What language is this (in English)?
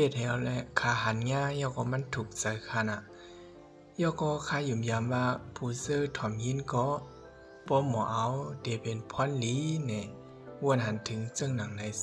Shan